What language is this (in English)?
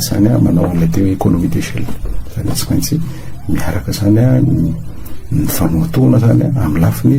Malagasy